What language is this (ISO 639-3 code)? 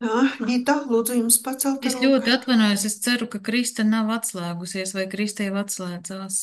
lav